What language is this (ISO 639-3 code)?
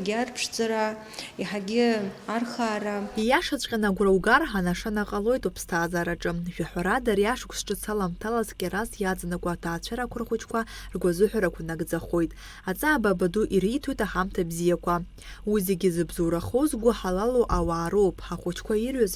abk